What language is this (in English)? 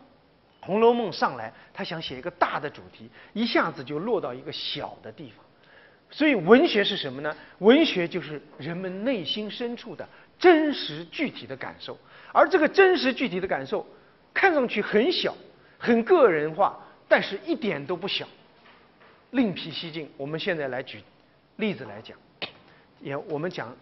Chinese